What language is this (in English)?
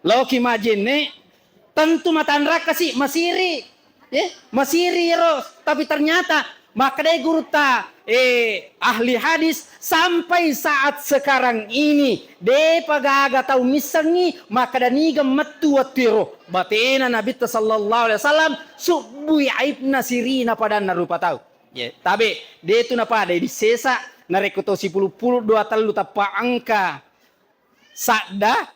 Buginese